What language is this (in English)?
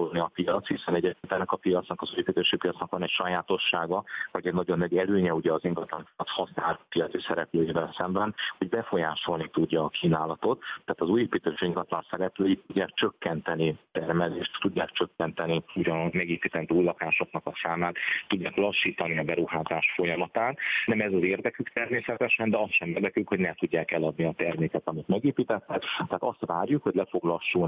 Hungarian